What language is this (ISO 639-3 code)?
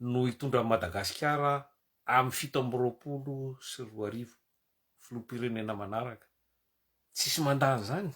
mlg